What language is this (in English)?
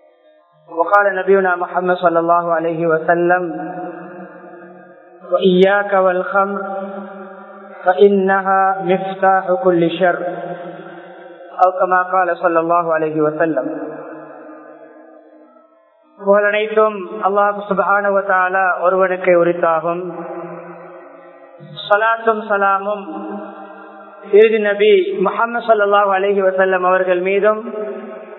Tamil